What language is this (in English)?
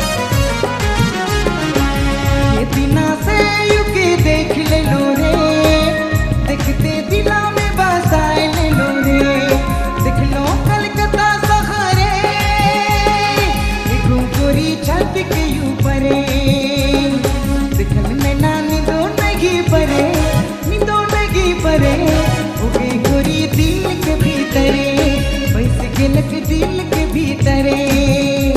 Sadri